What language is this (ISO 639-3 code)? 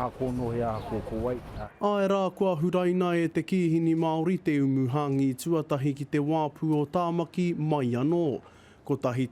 mri